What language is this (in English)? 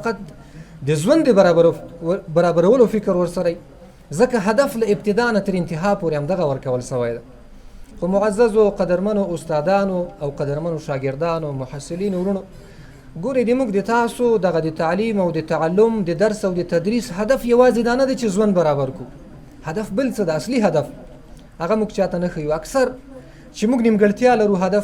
Pashto